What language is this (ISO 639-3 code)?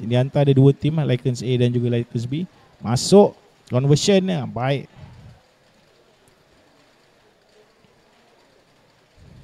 msa